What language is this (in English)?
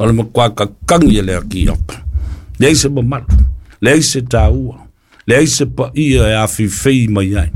Samoan